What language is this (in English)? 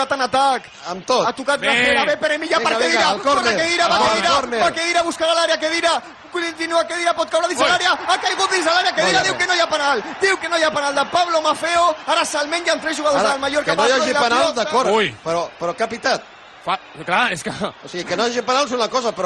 Catalan